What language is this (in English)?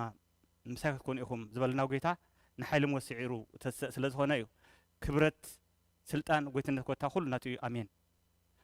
Tigrinya